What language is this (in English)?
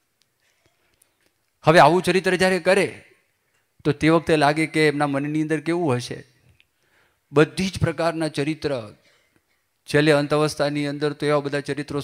Gujarati